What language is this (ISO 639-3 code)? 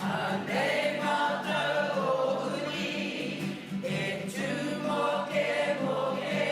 mri